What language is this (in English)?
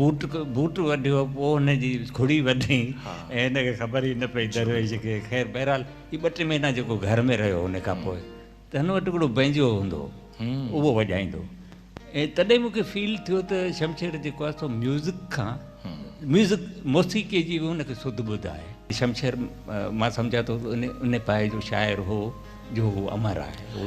Sindhi